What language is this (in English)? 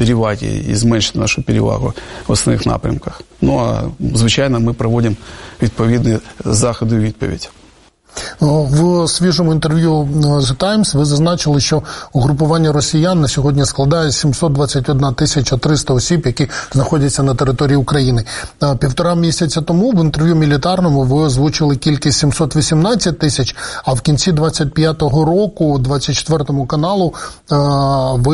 Ukrainian